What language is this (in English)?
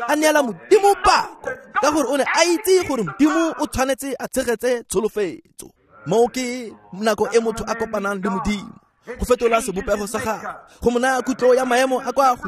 Tswana